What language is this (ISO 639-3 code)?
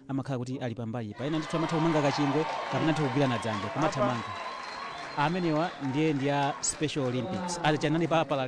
nya